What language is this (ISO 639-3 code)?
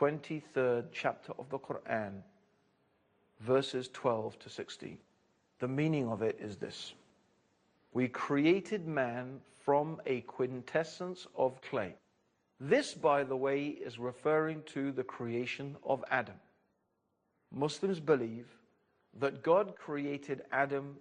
eng